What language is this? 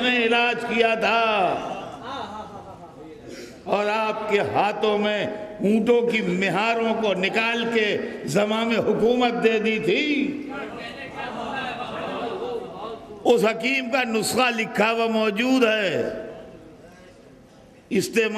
Urdu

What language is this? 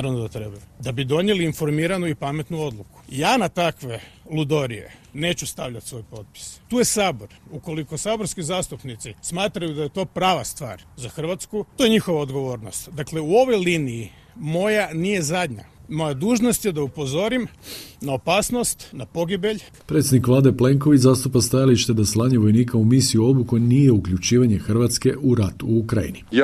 Croatian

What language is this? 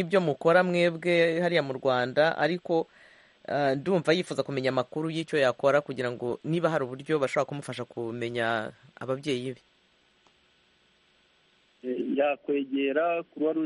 Kinyarwanda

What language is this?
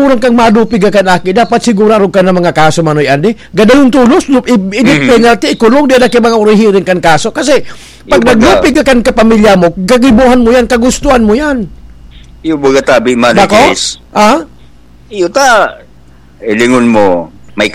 Bikol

